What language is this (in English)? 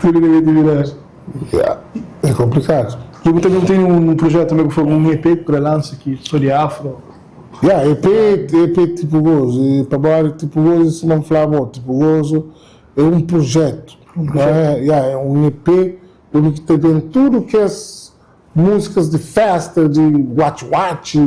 Kabuverdianu